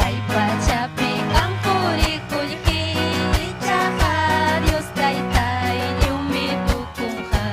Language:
Ayacucho Quechua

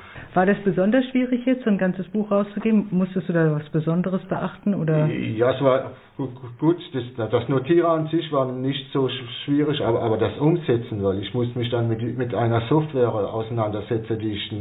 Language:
German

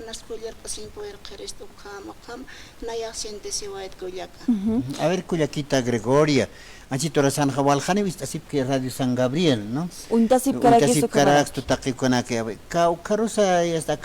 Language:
Aymara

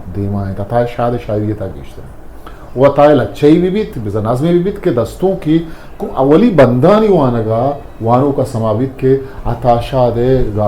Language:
Eastern Balochi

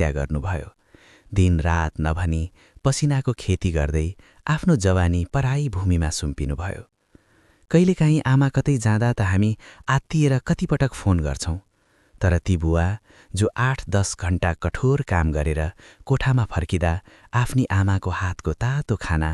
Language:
Nepali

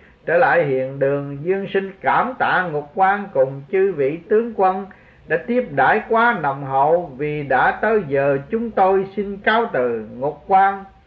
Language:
Vietnamese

